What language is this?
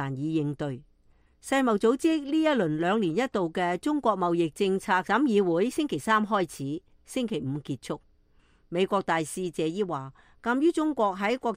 Cantonese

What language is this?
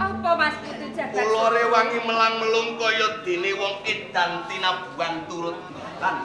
Javanese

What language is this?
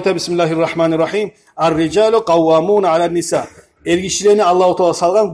Kumyk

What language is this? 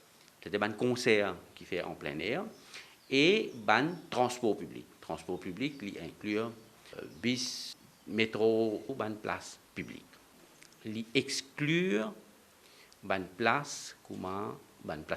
Morisyen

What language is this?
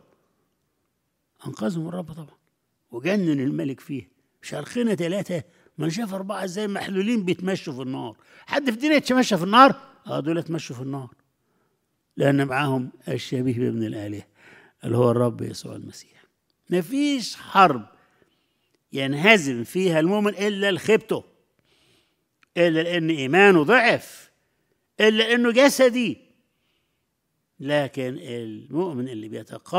Egyptian Arabic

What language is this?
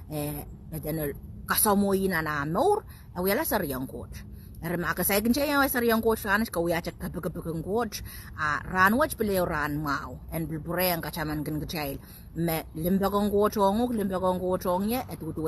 Pohnpeian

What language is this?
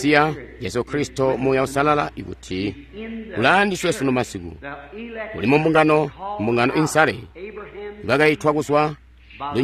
Tonga (Zambia)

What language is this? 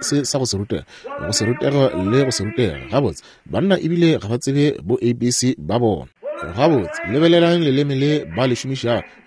Northern Sotho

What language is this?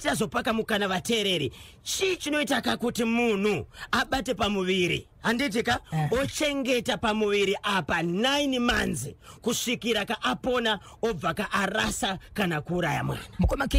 Shona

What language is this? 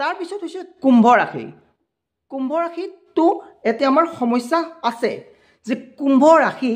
Assamese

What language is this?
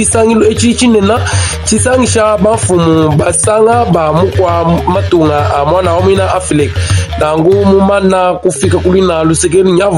Luba-Lulua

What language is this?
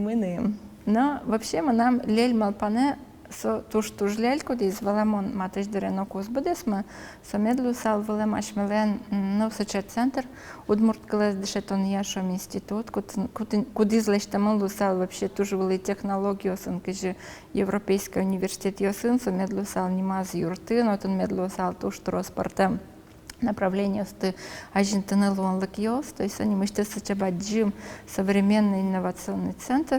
Udmurt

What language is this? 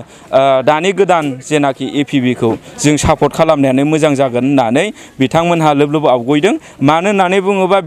Bodo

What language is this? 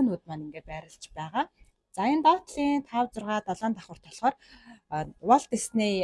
Mongolian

